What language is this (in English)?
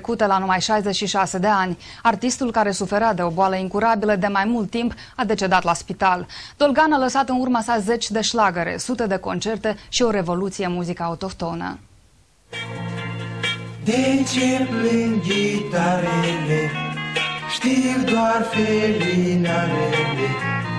Romanian